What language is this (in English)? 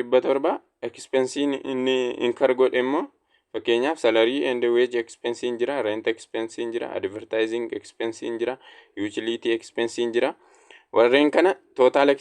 Oromo